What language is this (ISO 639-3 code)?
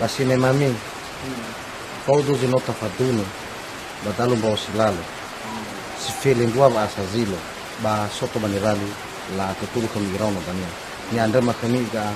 nia